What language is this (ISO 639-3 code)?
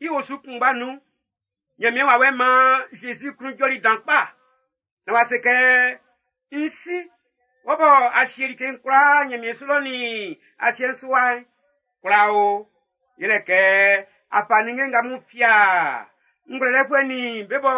bci